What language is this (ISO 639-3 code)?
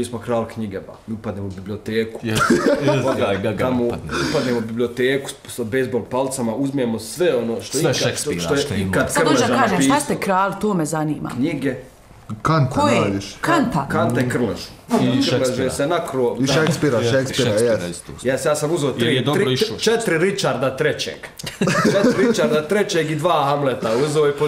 bos